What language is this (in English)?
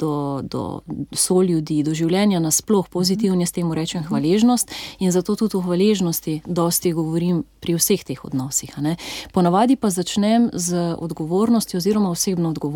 Slovenian